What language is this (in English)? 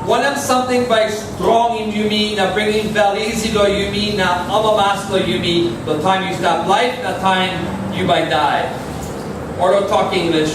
Tok Pisin